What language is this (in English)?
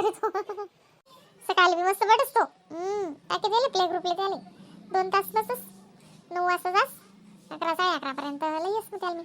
Khandesi